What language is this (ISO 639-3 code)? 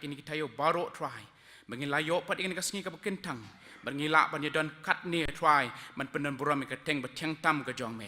kha